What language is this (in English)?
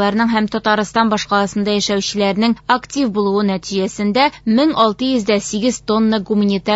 Tatar